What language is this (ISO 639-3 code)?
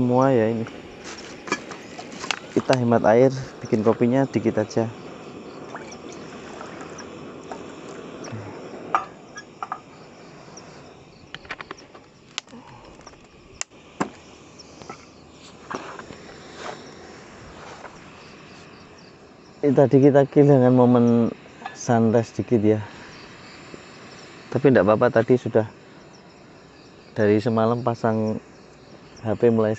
ind